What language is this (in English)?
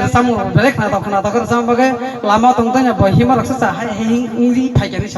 Kok Borok